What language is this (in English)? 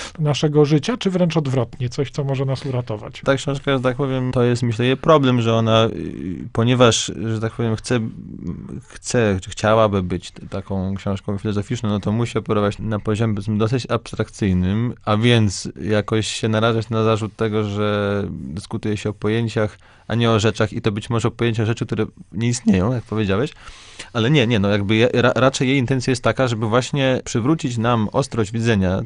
Polish